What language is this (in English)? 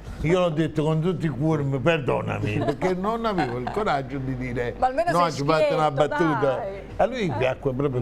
Neapolitan